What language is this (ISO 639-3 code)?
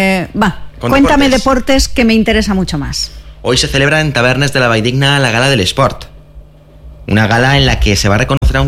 spa